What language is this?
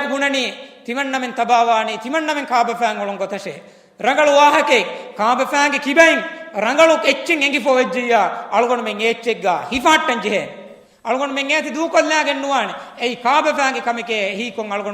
Divehi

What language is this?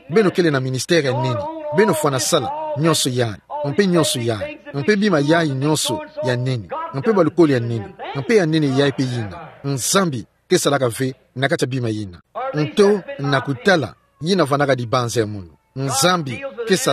Kituba (Democratic Republic of Congo)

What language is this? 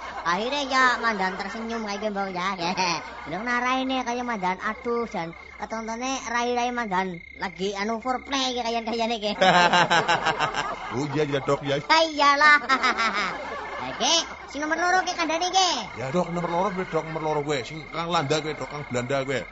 Javanese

